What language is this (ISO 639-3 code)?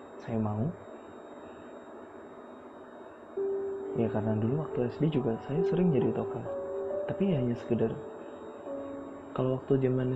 ind